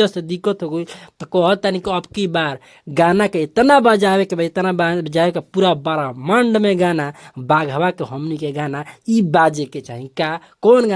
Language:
Bhojpuri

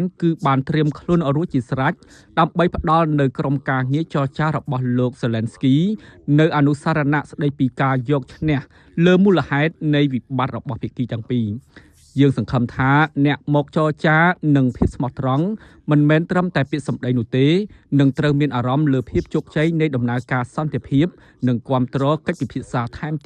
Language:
Khmer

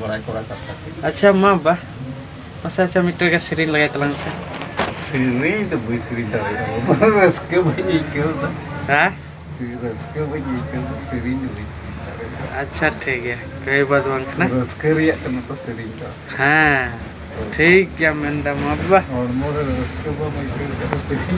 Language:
Santali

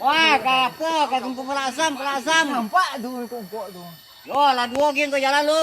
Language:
Minangkabau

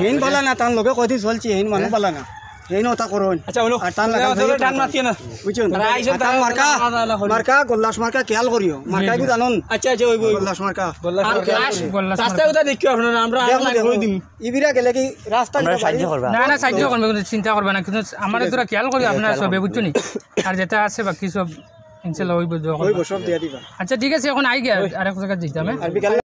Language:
Sylheti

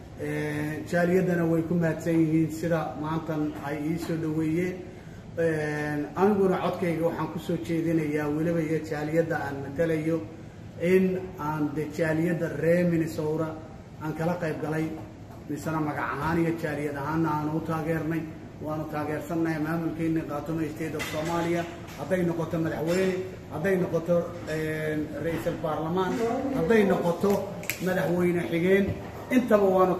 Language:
Somali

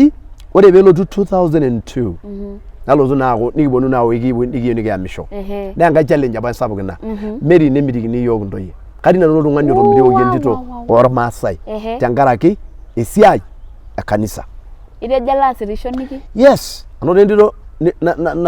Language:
Masai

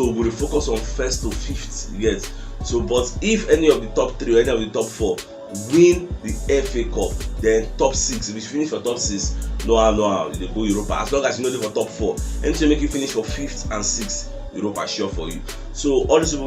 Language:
Nigerian Pidgin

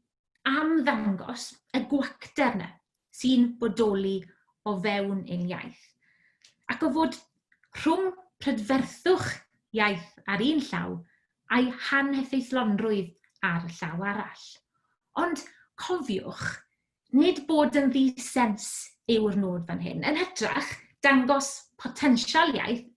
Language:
Welsh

